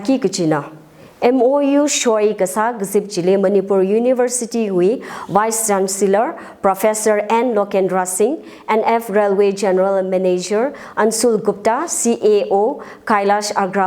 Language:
Tangkhul Naga (India)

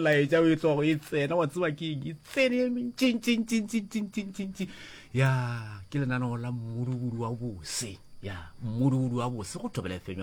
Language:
Northern Sotho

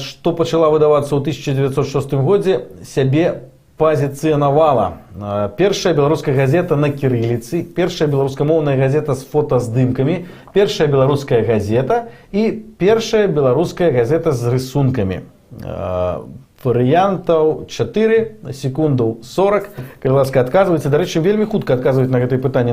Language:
Belarusian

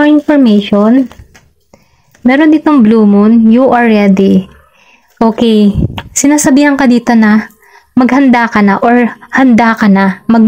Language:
Filipino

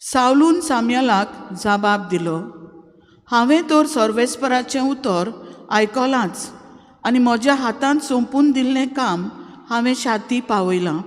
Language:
Konkani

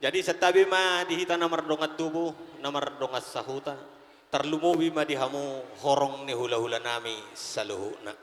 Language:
Batak Toba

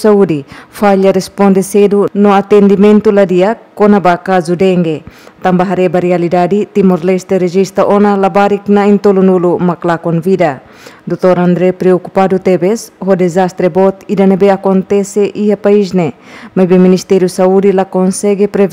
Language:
Tetum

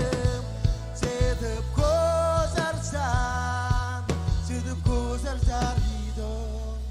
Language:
Marshallese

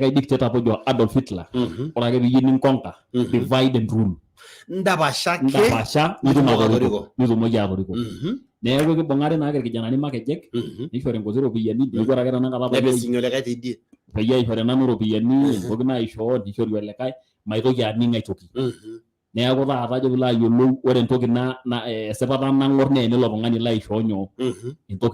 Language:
Masai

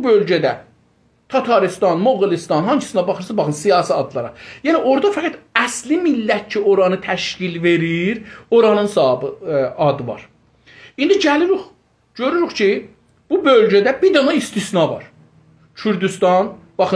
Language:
South Azerbaijani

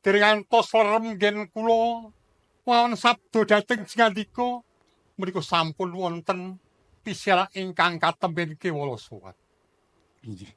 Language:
Javanese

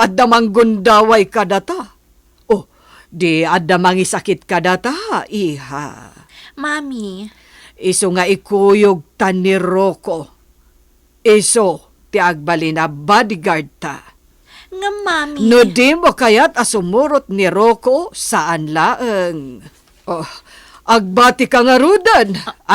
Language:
Iloko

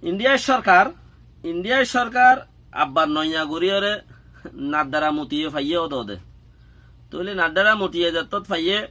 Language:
Rohingya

